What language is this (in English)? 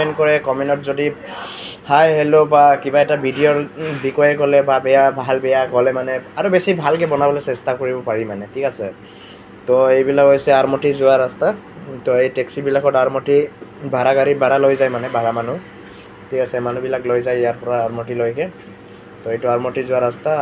Assamese